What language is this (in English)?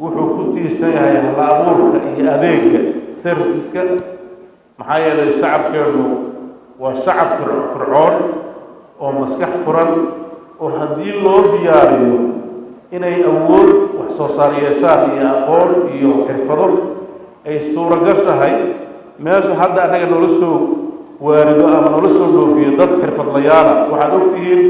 Somali